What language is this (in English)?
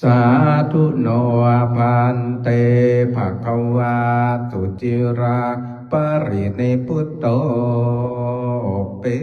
Pali